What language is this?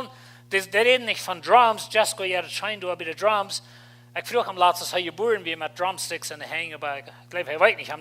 Plautdietsch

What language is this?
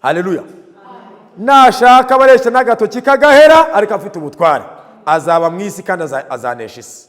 Kinyarwanda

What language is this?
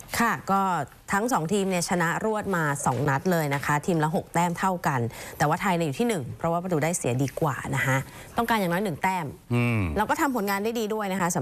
Thai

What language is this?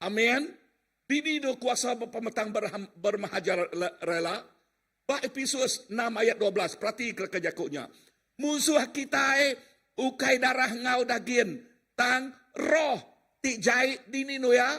Iban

